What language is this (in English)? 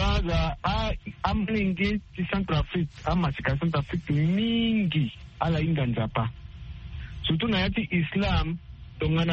Sango